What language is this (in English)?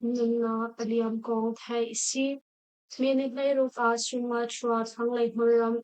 Hakha Chin